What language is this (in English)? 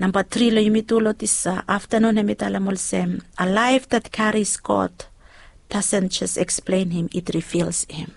Bislama